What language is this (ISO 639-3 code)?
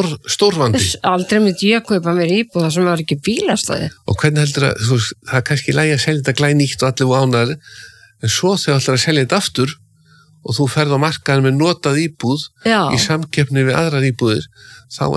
isl